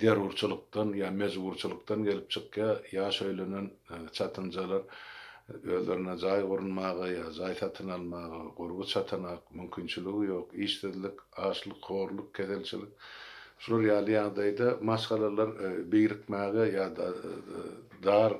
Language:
Turkmen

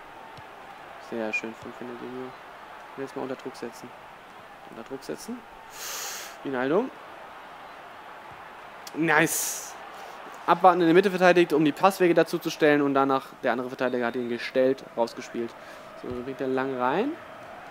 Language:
German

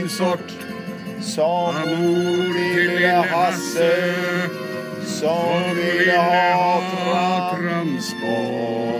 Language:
Swedish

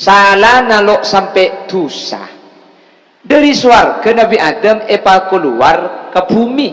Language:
Madurese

